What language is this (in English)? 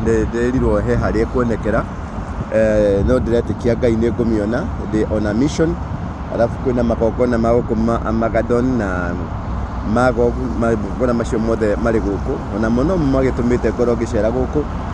Kikuyu